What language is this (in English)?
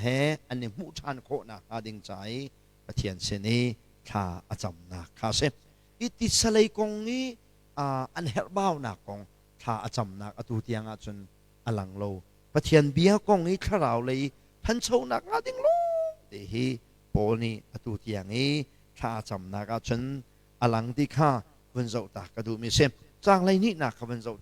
Hakha Chin